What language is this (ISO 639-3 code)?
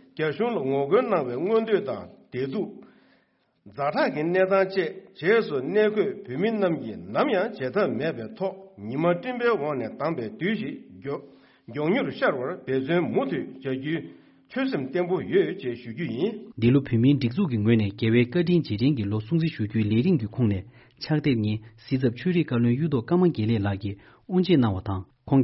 bod